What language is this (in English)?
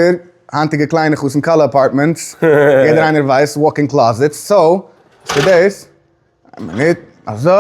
Yiddish